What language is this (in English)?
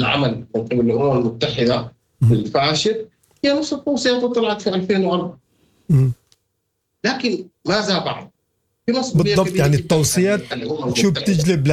Sudanese Arabic